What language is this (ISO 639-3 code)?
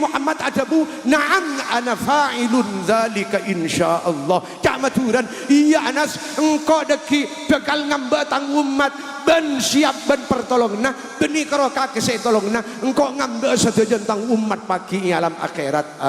mad